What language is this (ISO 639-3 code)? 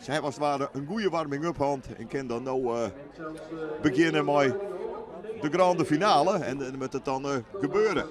fry